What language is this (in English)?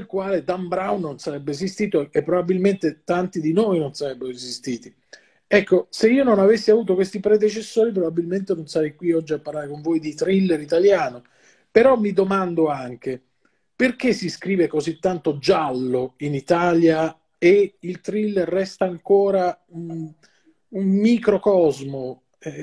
Italian